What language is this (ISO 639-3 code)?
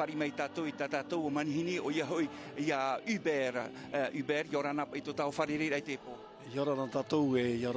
tah